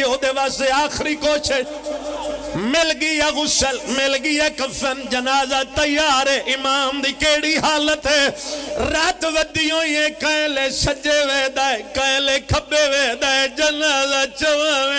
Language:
Pahari-Potwari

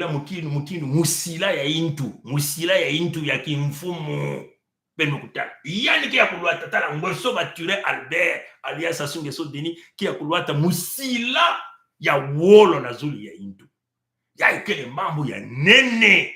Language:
Kituba (Congo)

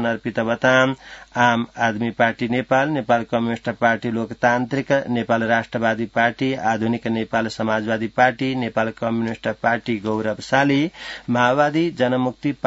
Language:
Sanskrit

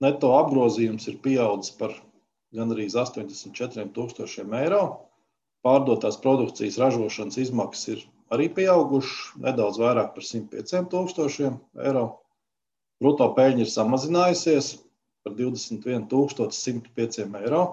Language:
Latvian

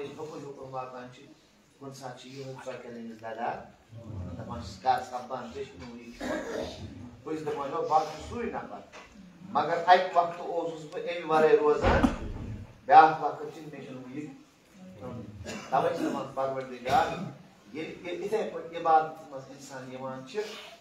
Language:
Kashmiri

